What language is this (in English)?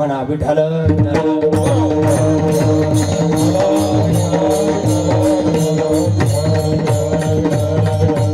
Marathi